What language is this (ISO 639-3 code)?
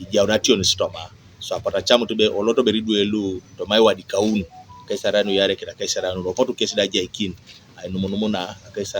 teo